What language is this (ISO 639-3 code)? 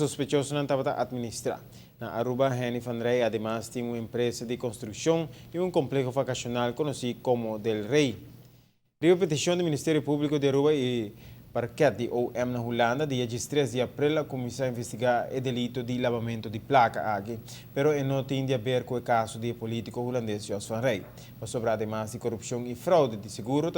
pap